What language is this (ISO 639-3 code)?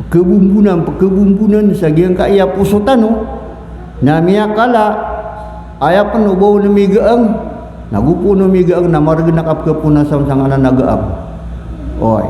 mrw